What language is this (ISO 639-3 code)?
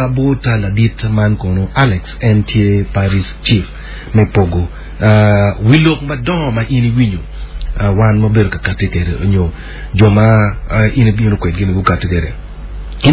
ach